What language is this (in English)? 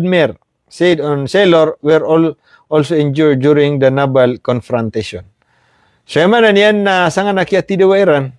Maranao